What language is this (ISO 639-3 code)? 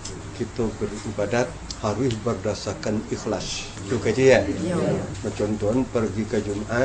min